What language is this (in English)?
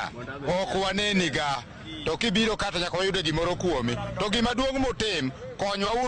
Luo (Kenya and Tanzania)